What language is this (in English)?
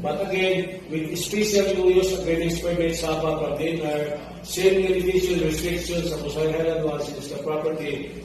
Cebuano